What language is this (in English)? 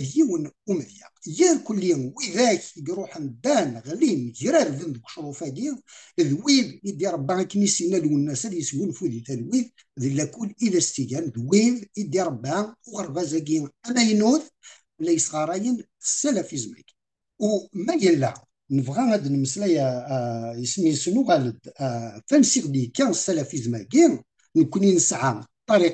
Kabyle